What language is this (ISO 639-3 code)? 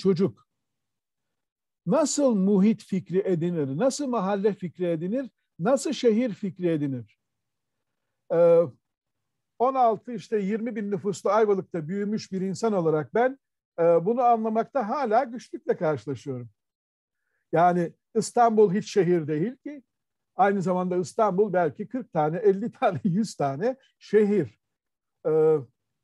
tur